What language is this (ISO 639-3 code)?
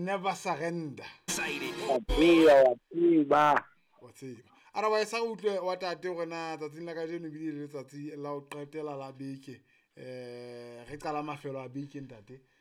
sot